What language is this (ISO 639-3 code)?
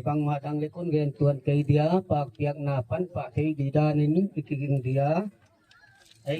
gnb